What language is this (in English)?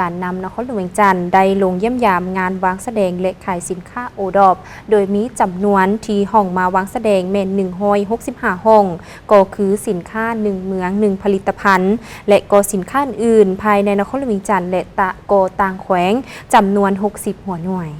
Lao